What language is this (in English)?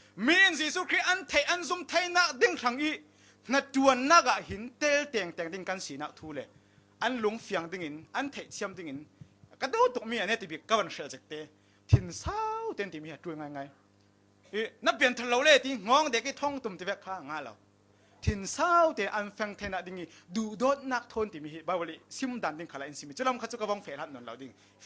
Falam Chin